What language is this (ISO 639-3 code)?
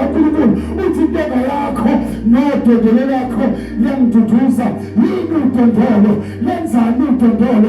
zul